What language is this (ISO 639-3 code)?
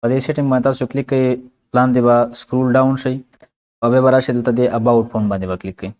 pus